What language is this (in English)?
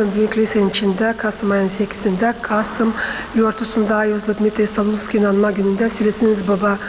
Gagauz